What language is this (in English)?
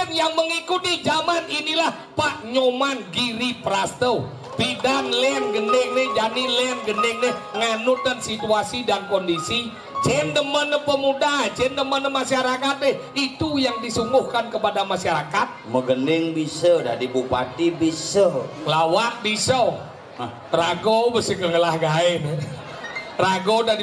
Balinese